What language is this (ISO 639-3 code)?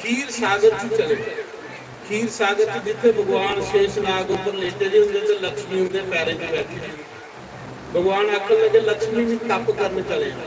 doi